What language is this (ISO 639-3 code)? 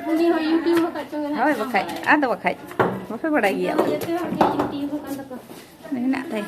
sat